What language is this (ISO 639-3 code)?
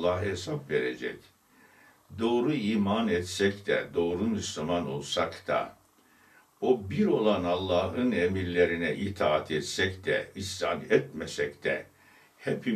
tur